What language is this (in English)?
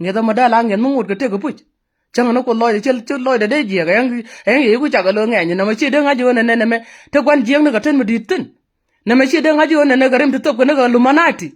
Nuer